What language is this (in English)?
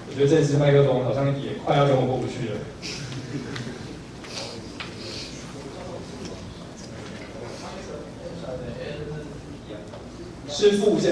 Chinese